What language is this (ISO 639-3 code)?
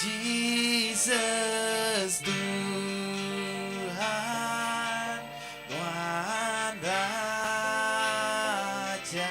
iba